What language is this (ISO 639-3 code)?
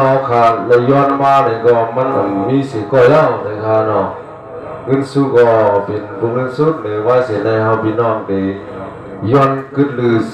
shn